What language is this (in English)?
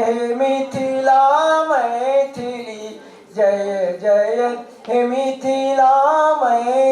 Maithili